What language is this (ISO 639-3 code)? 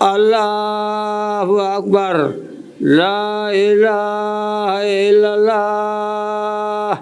ful